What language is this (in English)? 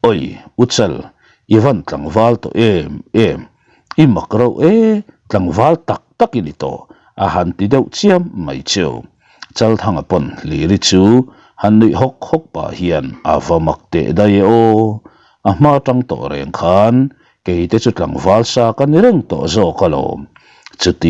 Mizo